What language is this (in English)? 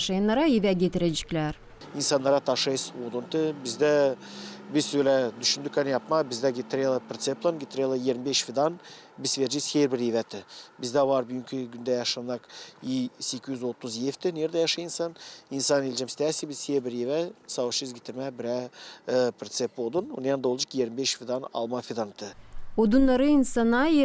Gagauz